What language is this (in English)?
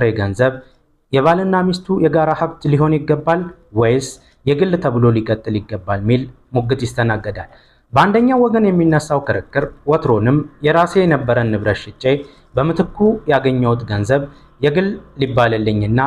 Amharic